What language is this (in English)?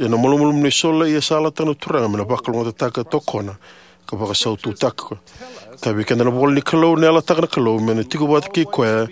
Fijian